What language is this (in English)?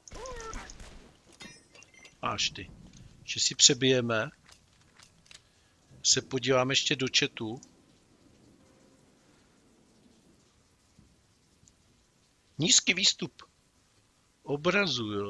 Czech